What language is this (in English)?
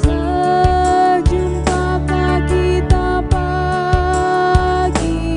Batak Karo